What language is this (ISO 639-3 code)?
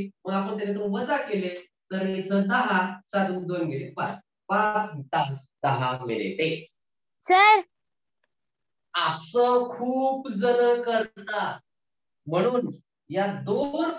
mar